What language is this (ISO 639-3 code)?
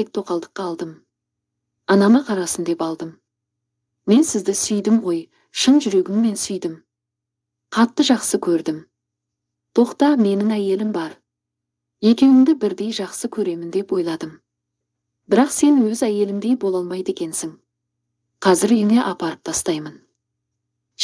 kaz